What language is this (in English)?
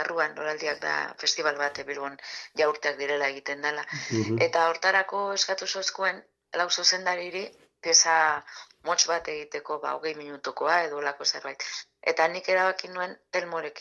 Basque